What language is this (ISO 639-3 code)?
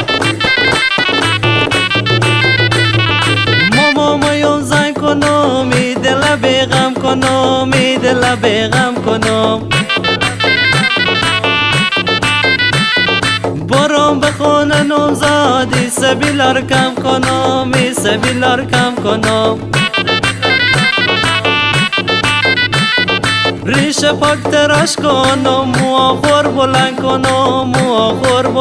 fas